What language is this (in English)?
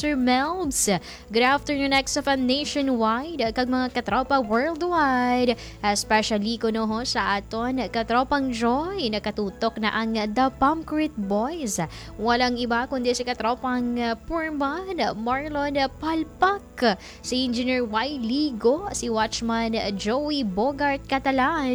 Hiligaynon